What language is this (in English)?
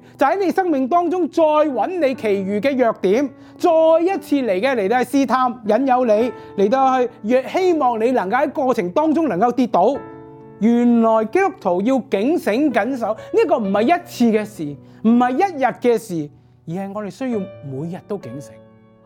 Cantonese